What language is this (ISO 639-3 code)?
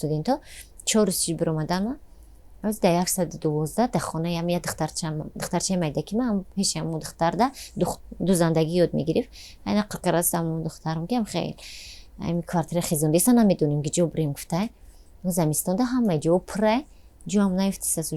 tgk